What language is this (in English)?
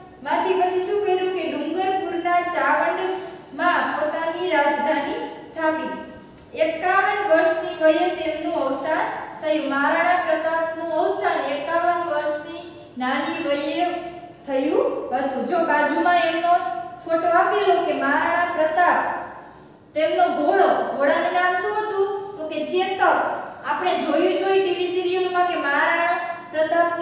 Gujarati